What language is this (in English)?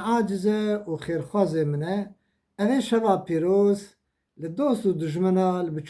Kurdish